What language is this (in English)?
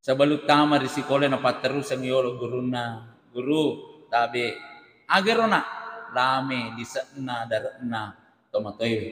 Buginese